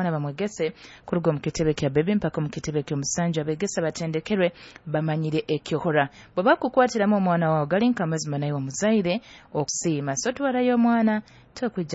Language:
Nyoro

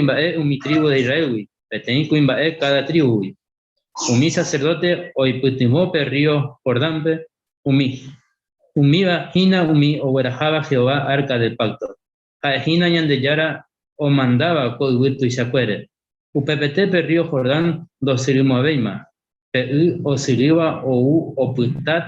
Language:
Guarani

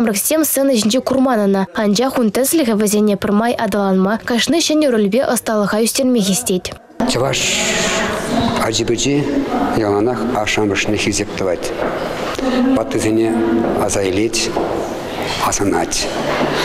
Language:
Chuvash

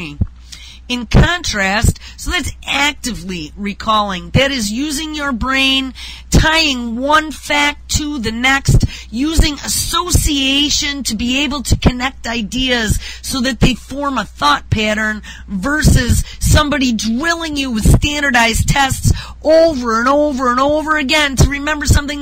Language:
English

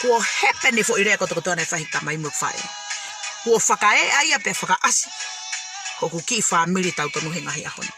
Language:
Tongan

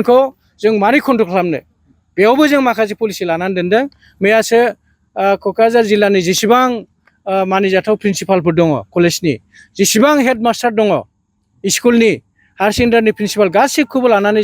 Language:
Bodo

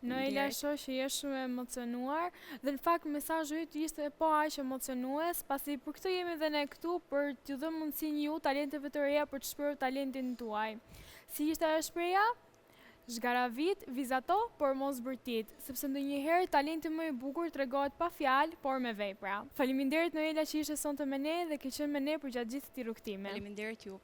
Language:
Albanian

